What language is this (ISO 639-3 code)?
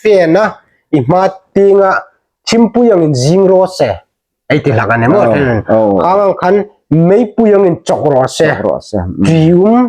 hmr